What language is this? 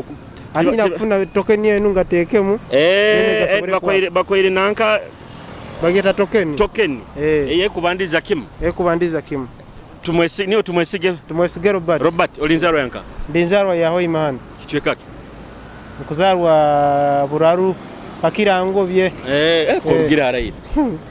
Nyoro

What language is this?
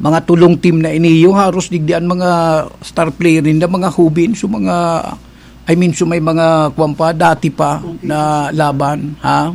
Bikol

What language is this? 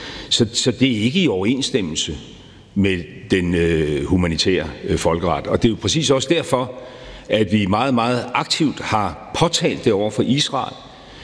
Danish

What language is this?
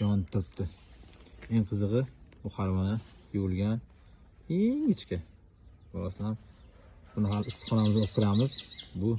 Uzbek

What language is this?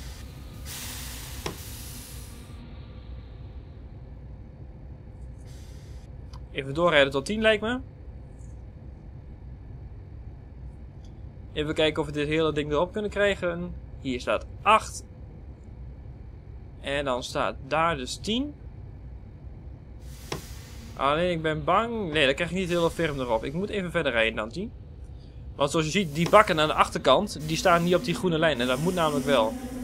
Dutch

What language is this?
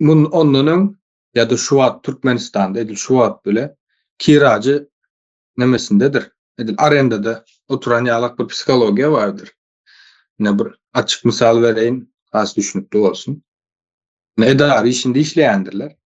Turkmen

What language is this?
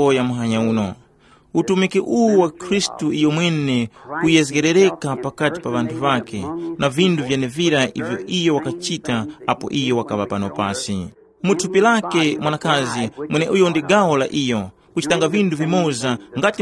Tumbuka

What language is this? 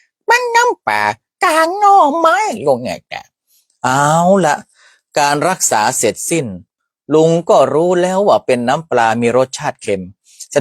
Northern Thai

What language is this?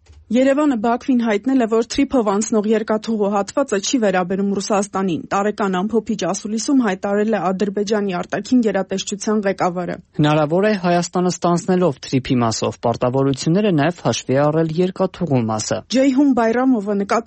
Armenian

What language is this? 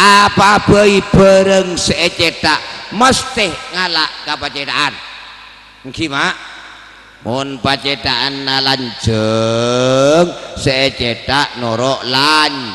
Madurese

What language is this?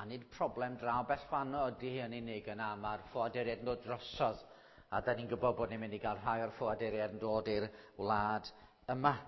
Welsh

